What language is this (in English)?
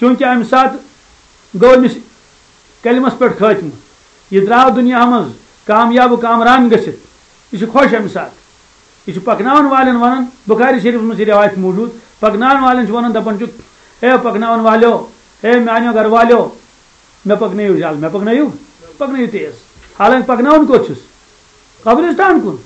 Kashmiri